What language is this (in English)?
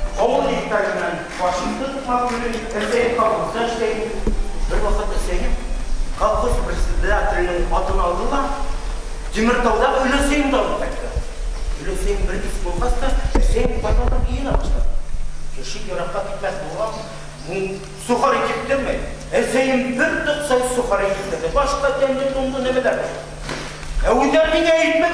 Bashkir